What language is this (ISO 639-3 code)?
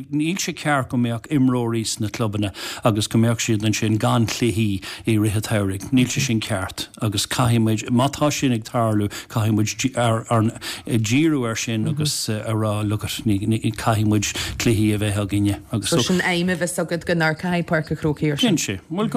gle